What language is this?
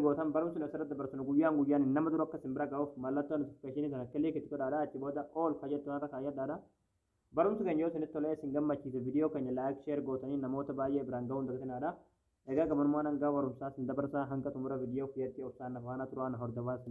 Oromo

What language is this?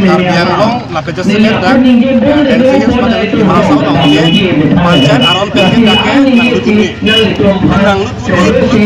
Karbi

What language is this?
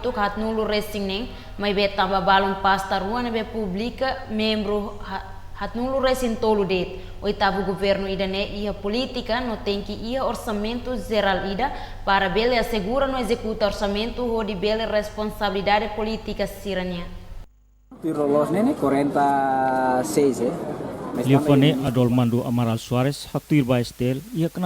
Tetum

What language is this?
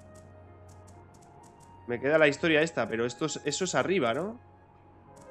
Spanish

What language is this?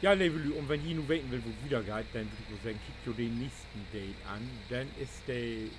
Low German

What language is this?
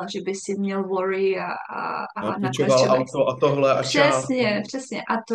Czech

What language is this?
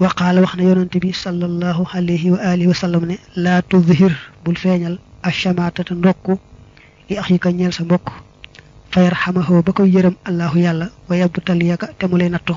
Wolof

